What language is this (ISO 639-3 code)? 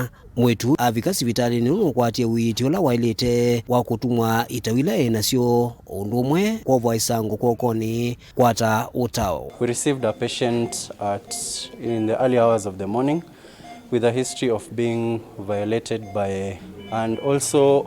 kam